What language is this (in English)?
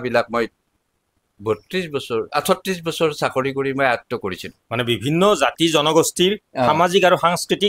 Assamese